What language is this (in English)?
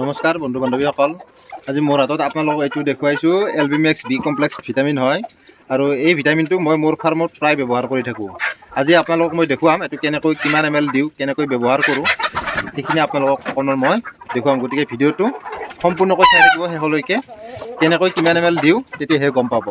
Assamese